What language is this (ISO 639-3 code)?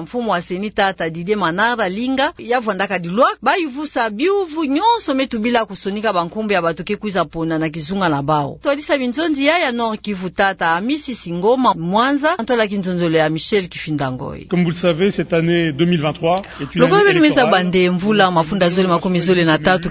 ktu